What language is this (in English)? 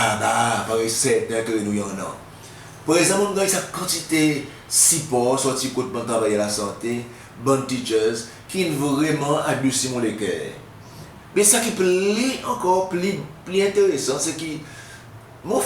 Seselwa Creole French